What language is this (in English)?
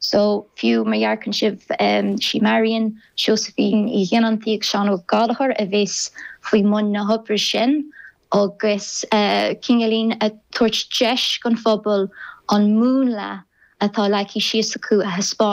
Irish